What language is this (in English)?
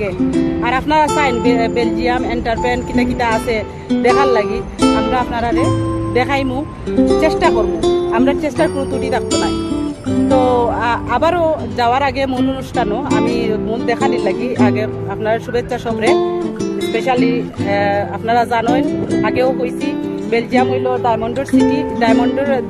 Sylheti